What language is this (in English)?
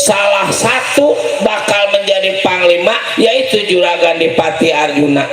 Betawi